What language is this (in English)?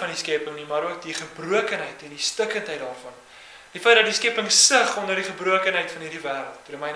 Afrikaans